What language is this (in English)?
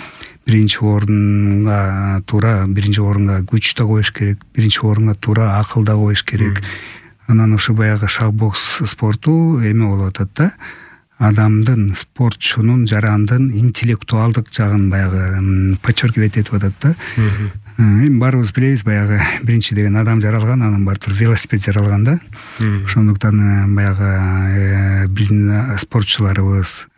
Kyrgyz